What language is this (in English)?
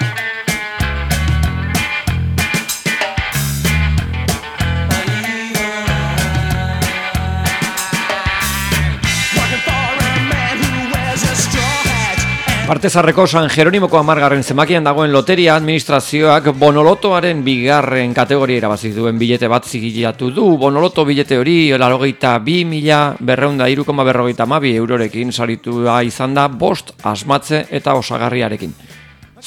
Basque